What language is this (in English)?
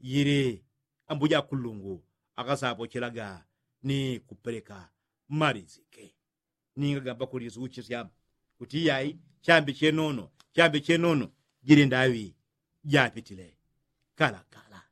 Yao